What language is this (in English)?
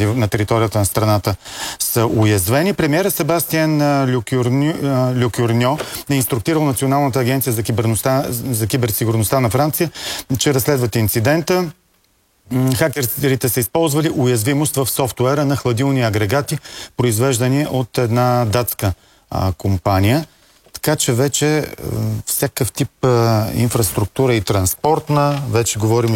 Bulgarian